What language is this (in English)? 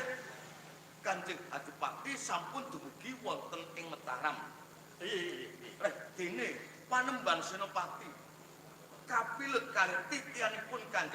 Javanese